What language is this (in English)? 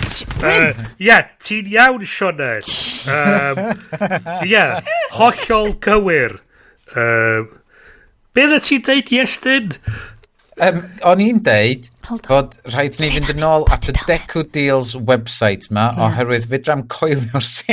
Welsh